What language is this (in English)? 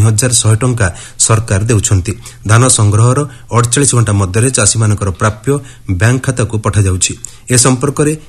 Odia